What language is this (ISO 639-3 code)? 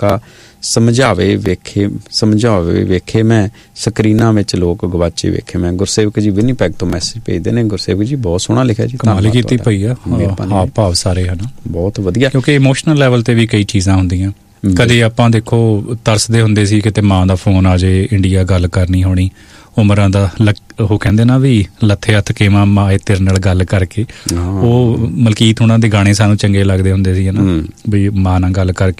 pan